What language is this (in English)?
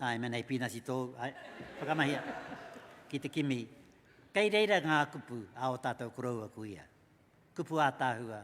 Māori